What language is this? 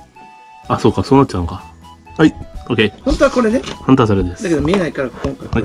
Japanese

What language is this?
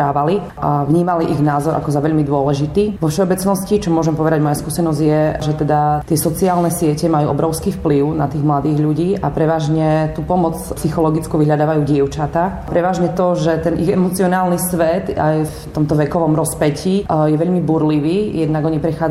Slovak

